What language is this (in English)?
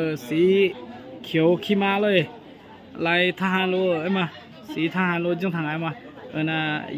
Akha